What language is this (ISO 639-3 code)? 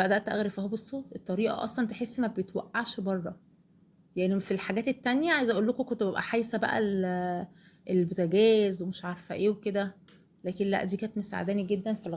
arz